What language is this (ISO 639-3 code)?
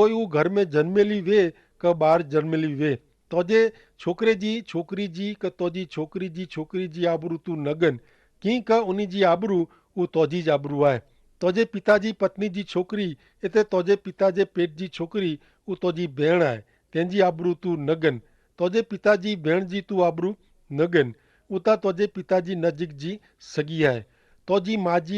kfr